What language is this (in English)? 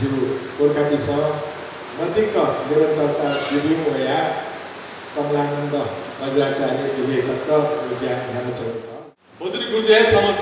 Newari